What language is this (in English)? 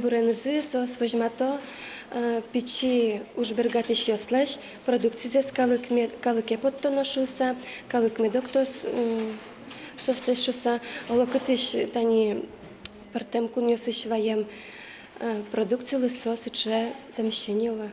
Udmurt